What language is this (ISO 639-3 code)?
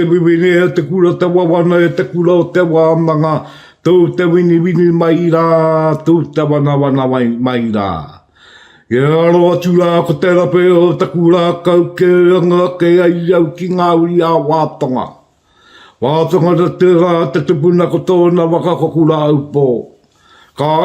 mri